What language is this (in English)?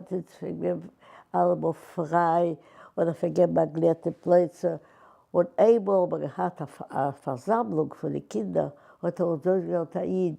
Yiddish